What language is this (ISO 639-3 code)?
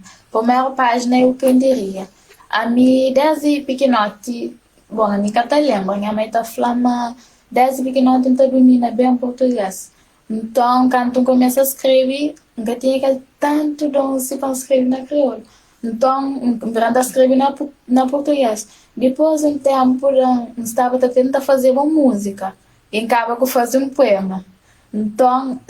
kea